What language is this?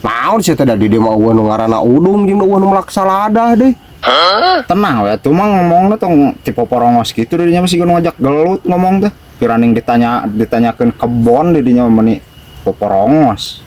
Sundanese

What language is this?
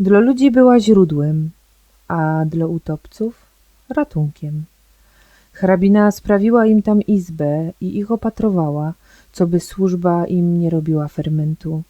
Silesian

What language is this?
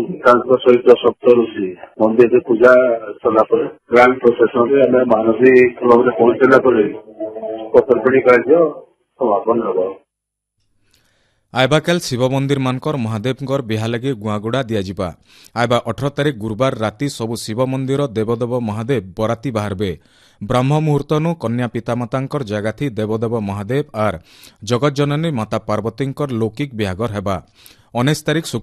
Odia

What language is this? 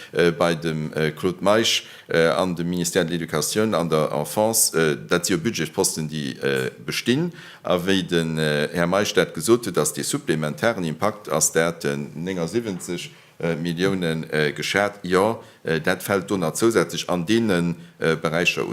Luxembourgish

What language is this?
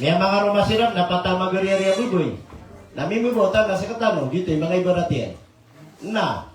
Maranao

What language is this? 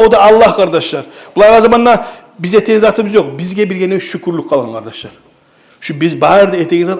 Kumyk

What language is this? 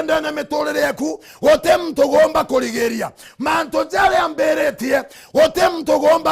Meru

